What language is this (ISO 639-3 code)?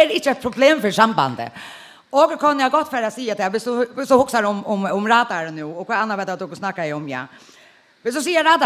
fao